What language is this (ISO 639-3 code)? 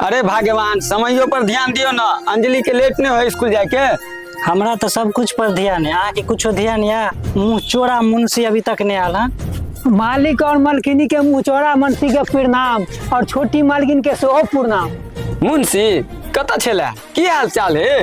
mai